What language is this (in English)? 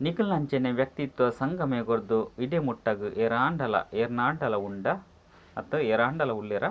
Tulu